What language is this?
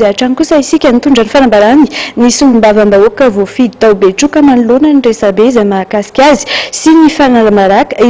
Malagasy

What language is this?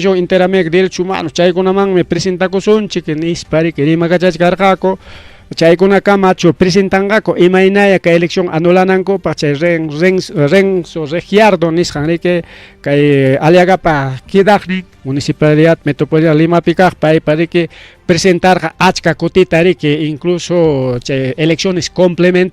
Ayacucho Quechua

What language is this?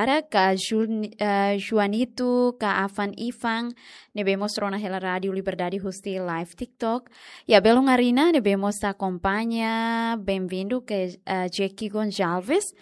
Tetum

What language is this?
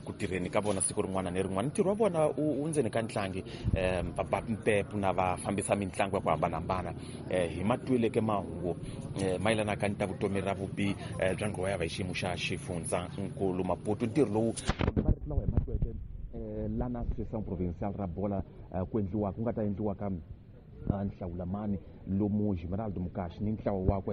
Tsonga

